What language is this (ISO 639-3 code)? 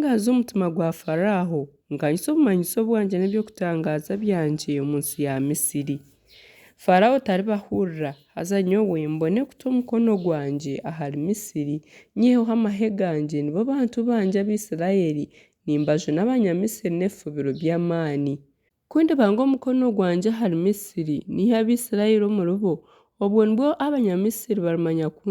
nyn